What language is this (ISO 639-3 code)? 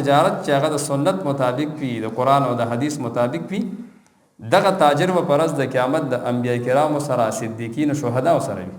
pus